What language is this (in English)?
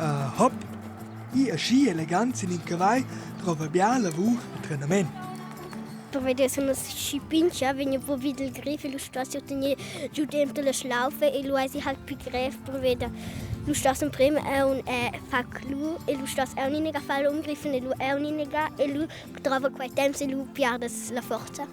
Romansh